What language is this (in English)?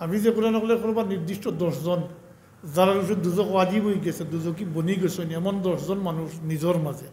Sylheti